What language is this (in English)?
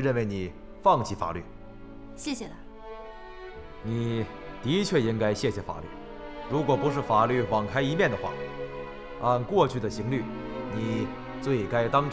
Chinese